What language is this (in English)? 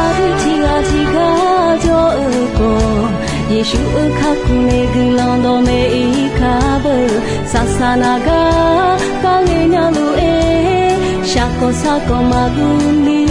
Akha